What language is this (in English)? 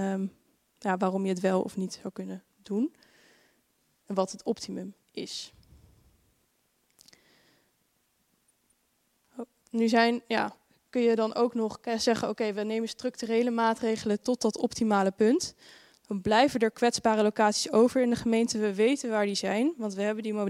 Dutch